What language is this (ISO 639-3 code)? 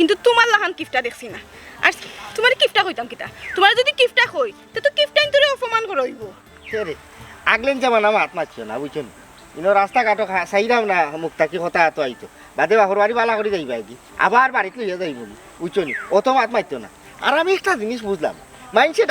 syl